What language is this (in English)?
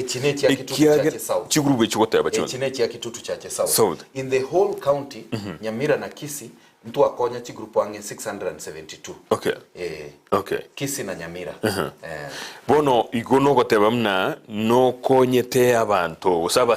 Gusii